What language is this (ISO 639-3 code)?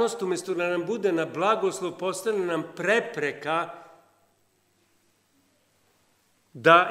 srp